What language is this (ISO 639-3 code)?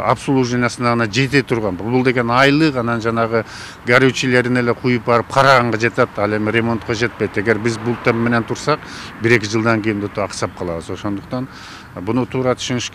kir